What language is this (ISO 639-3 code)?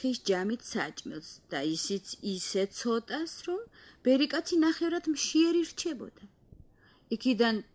kat